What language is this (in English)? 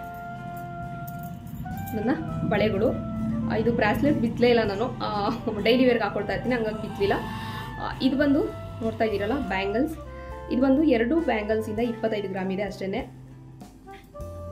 Kannada